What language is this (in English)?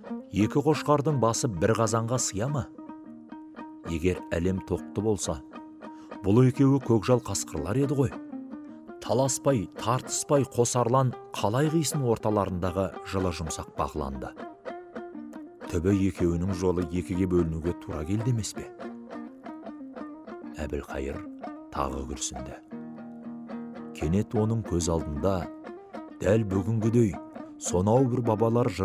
Kazakh